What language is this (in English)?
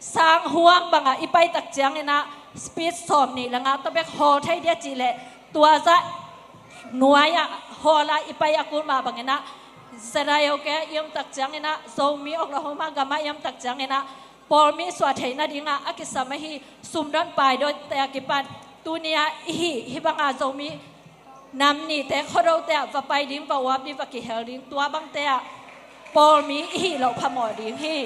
Tedim Chin